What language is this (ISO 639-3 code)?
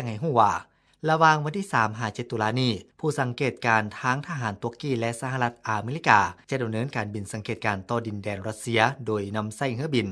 lao